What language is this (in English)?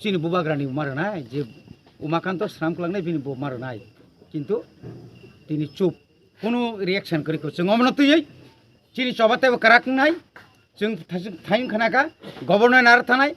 Kok Borok